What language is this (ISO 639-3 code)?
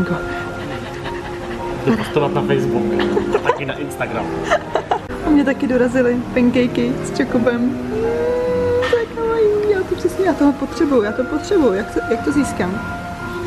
ces